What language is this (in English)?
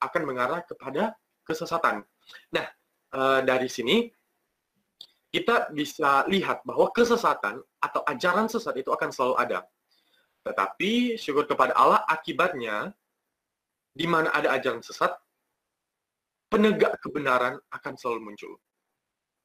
Indonesian